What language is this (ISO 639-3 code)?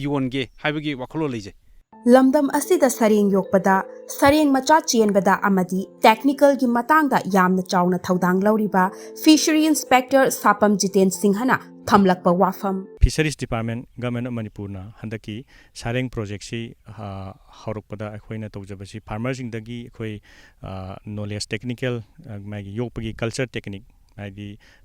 mni